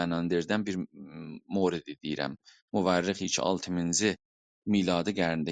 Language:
South Azerbaijani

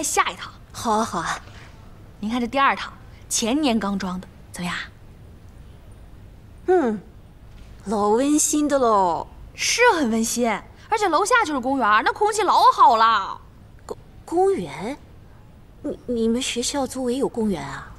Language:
Chinese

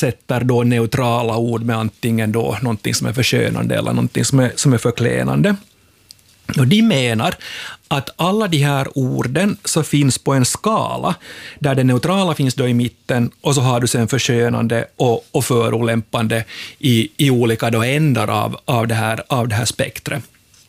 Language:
Swedish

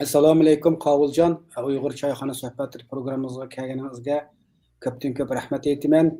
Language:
Uyghur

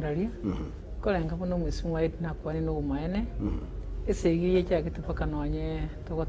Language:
Gusii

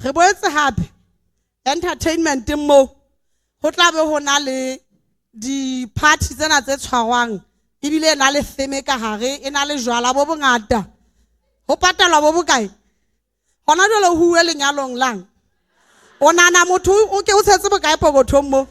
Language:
Southern Sotho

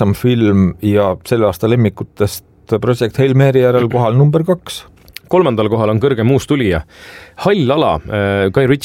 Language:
Estonian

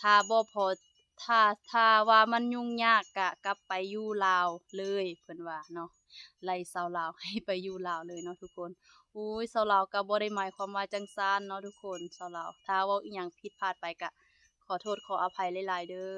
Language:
Lao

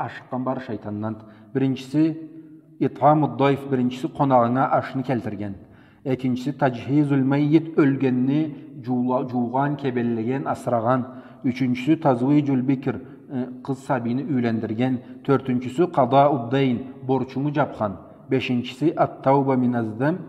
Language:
Karachay-Balkar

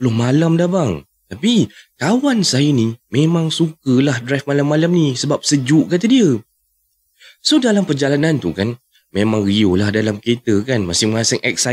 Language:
Malay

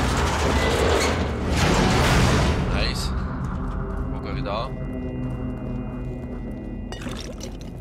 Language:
French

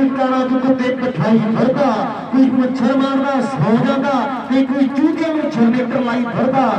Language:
Punjabi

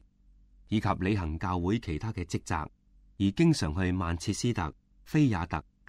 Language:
Cantonese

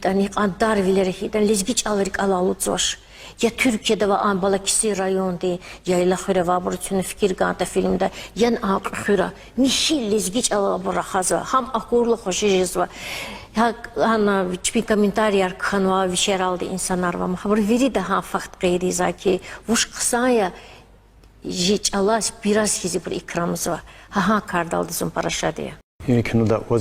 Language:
Lezghian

